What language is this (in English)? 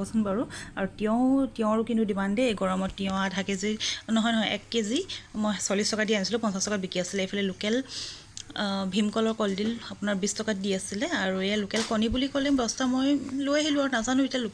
Assamese